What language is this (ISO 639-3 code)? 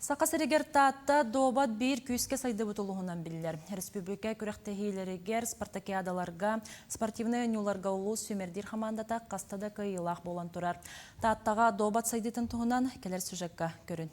sah